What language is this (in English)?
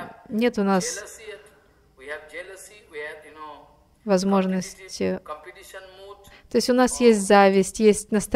Russian